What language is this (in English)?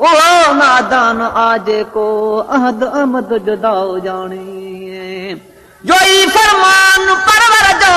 Sindhi